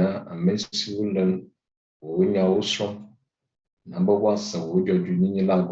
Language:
Ewe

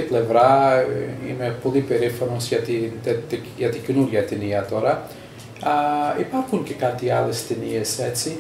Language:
Greek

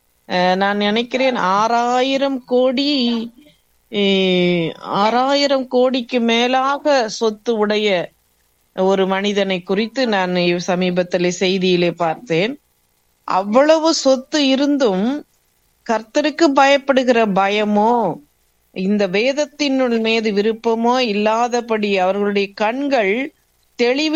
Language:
Tamil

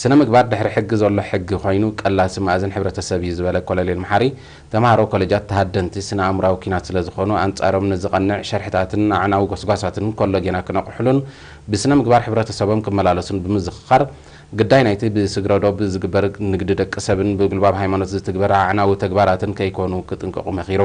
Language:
Tigrinya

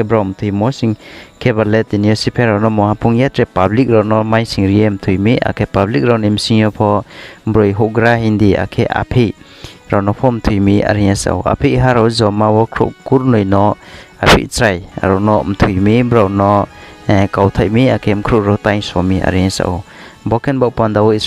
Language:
Riang (India)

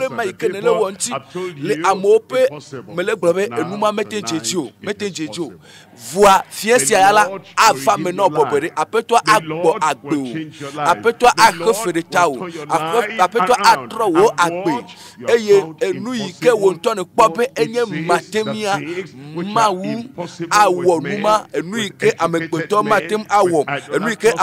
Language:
Ewe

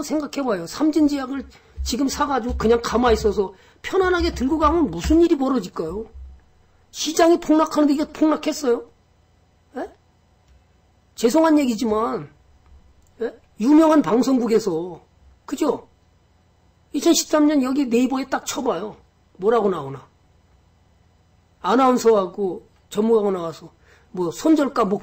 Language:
Korean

